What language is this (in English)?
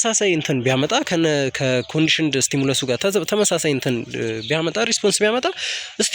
Amharic